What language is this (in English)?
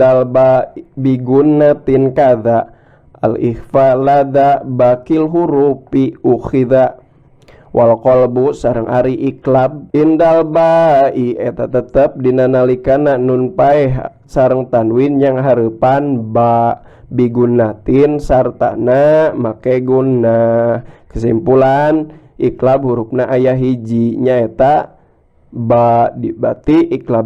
Sundanese